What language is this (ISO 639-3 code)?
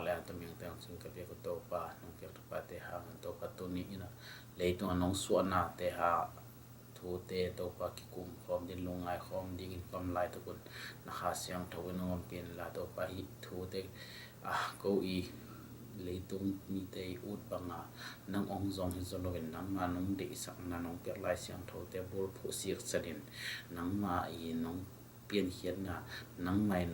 ctd